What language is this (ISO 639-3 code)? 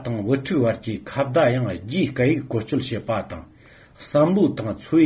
bod